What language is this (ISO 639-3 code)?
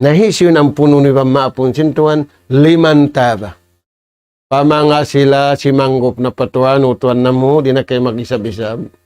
tsg